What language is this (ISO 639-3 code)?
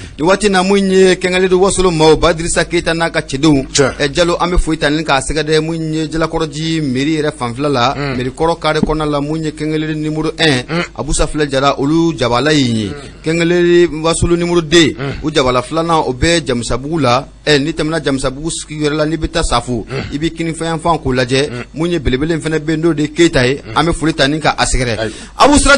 bam